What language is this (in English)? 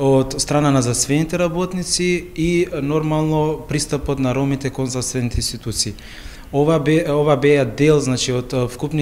Macedonian